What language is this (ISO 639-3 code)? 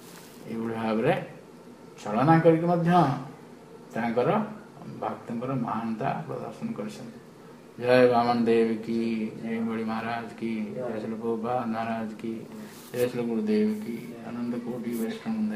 ori